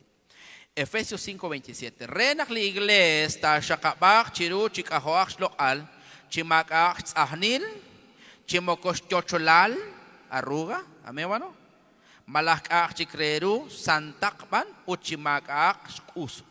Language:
Kekchí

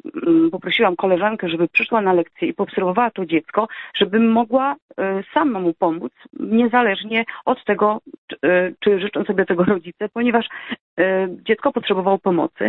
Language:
Polish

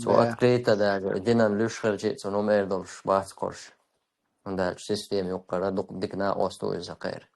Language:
Chechen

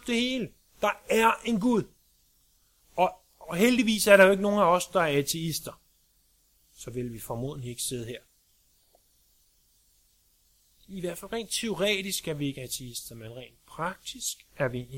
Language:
Danish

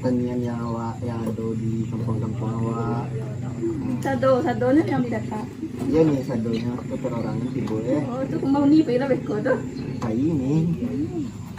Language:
Minangkabau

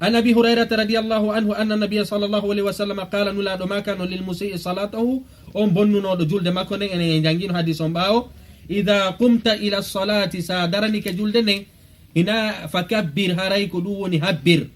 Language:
Fula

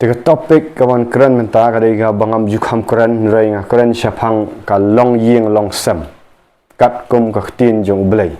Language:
Khasi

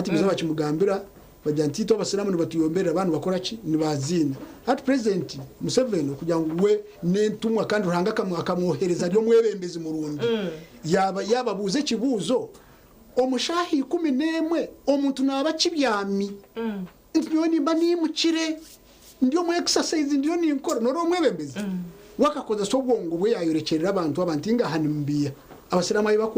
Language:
Nyankole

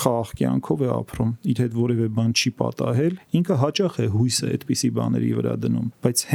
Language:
Armenian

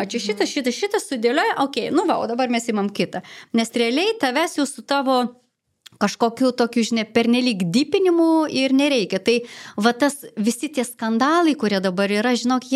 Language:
Lithuanian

